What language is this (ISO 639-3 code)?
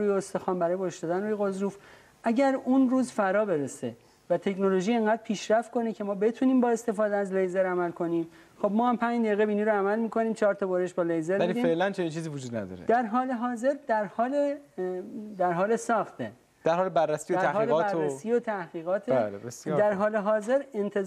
fas